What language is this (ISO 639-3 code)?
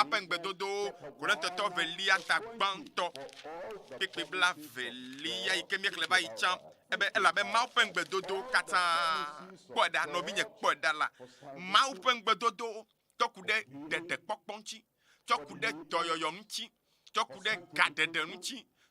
ewe